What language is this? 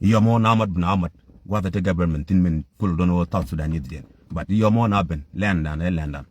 Nuer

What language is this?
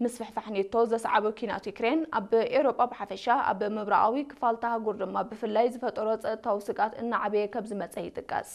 Tigrinya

